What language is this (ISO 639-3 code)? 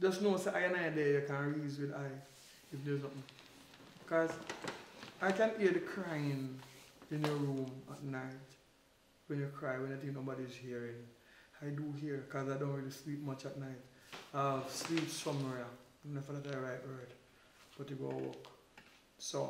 jam